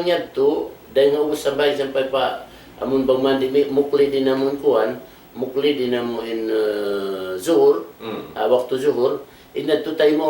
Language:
Tausug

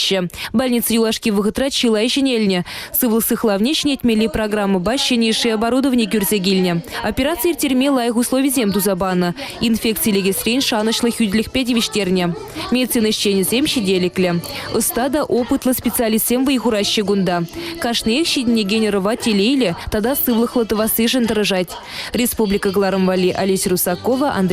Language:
Chuvash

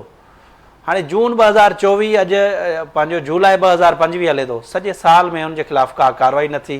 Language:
Sindhi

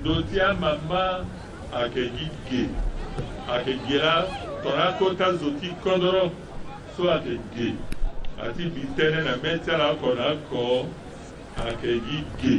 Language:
Sango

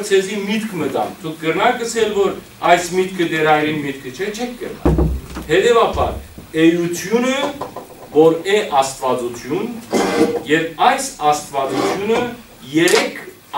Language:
Western Armenian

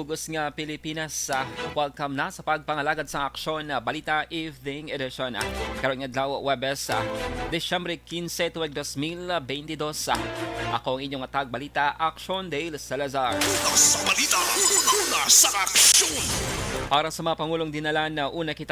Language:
Hiligaynon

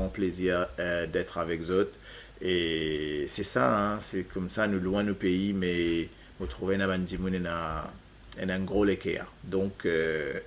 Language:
Morisyen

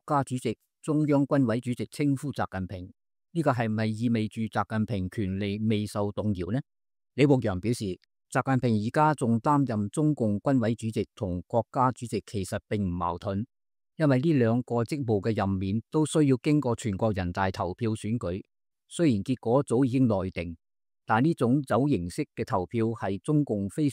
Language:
Cantonese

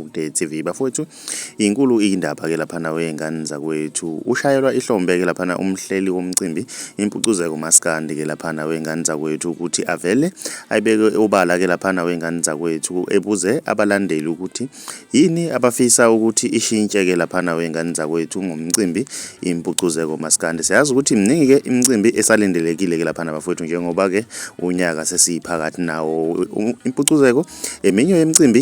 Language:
Zulu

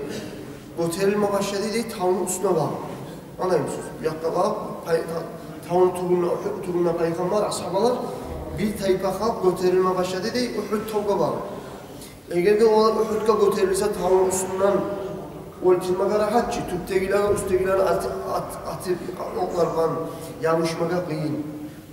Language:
Kumyk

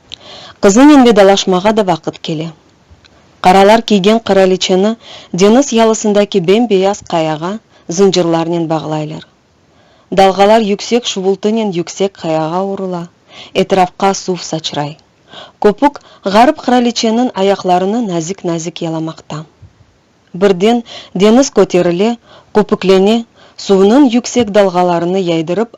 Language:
Crimean Tatar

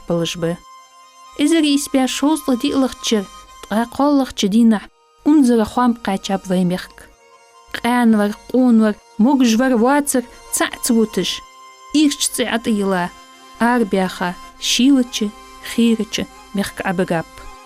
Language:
Ingush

